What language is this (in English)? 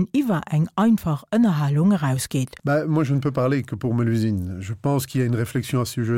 Luxembourgish